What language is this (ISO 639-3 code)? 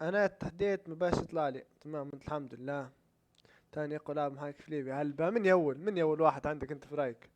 ayl